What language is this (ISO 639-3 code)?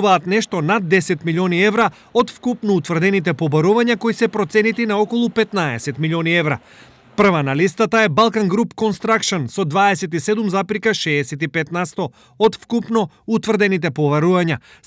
mkd